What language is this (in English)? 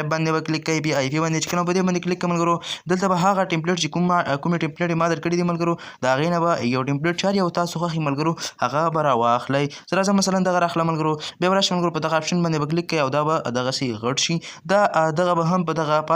Pashto